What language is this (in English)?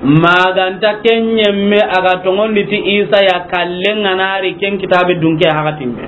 Soninke